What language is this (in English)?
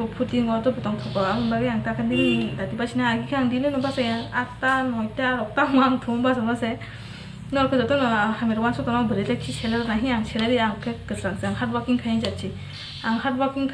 Kok Borok